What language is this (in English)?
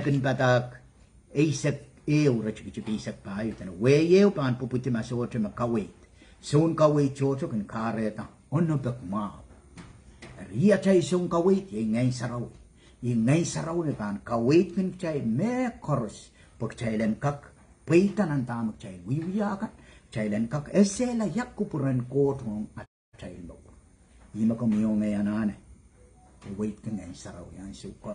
Pohnpeian